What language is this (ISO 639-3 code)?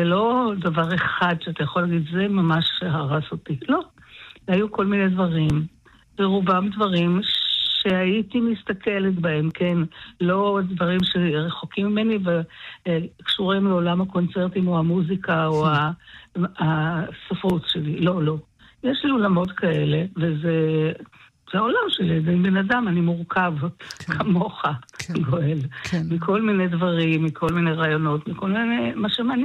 heb